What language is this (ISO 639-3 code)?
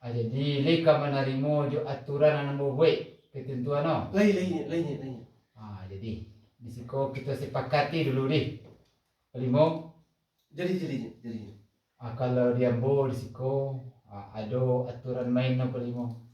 min